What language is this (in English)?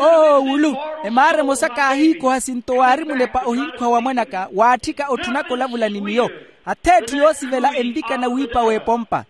Makhuwa